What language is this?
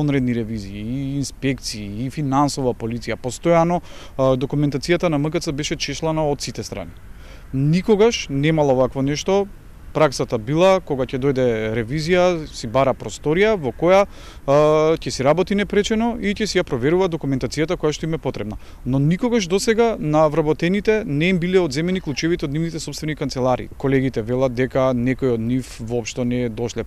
Macedonian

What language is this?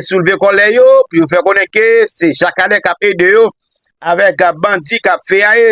Haitian Creole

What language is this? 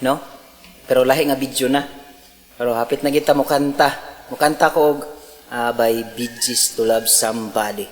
Cebuano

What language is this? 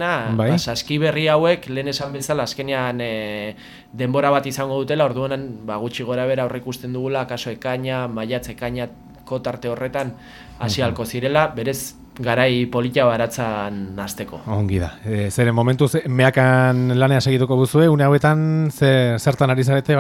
Basque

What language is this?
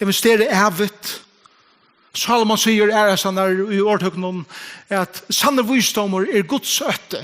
Faroese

